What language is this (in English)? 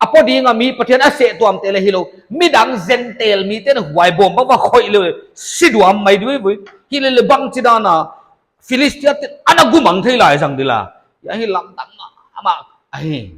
Paite Chin